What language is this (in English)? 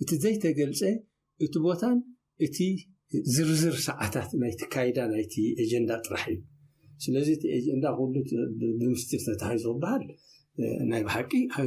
Tigrinya